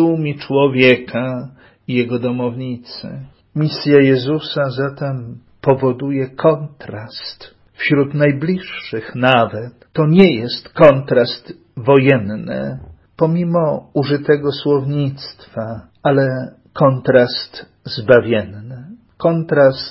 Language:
Polish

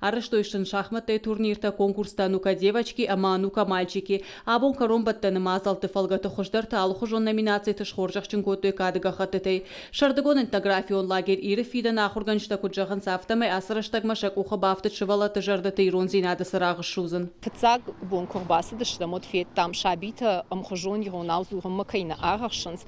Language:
Ossetic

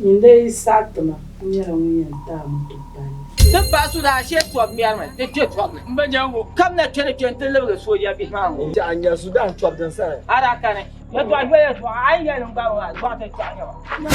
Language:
Dagbani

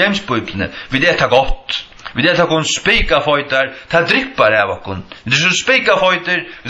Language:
Faroese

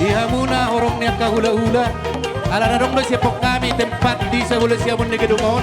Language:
Batak Toba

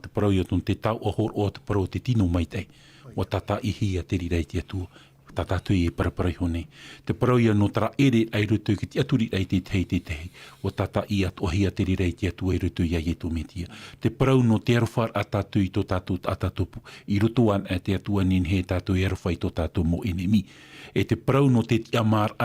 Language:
Tahitian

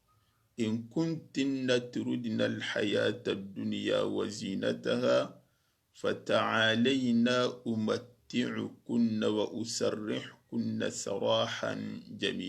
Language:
Soninke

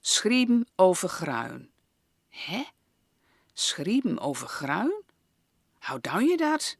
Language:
Gronings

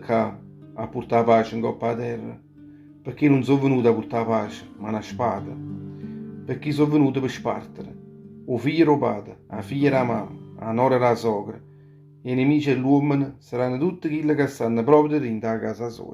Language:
Neapolitan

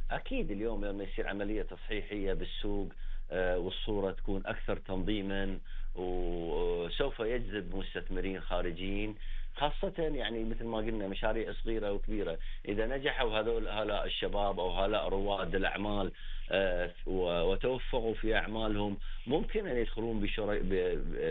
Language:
Arabic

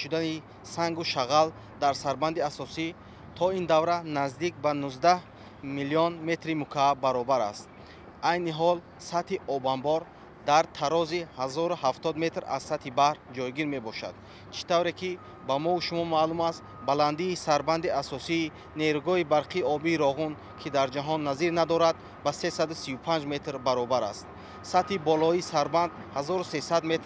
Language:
Tajik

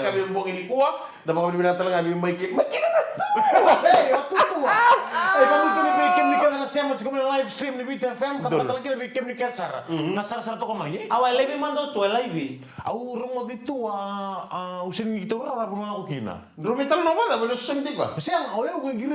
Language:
Fijian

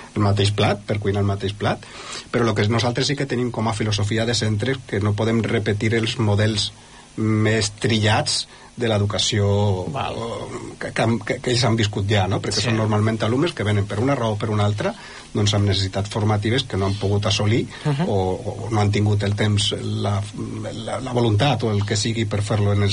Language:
Catalan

